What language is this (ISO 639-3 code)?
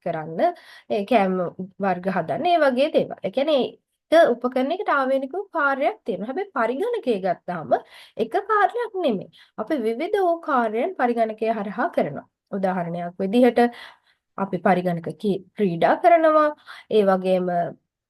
sin